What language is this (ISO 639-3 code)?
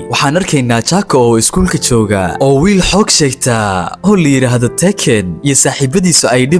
som